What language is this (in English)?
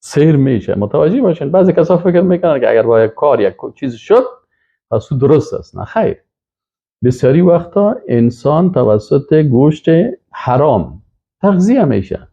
Persian